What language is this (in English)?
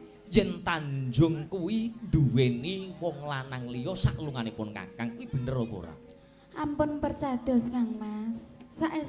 Javanese